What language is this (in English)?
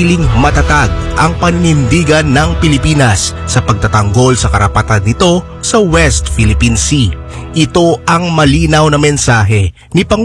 Filipino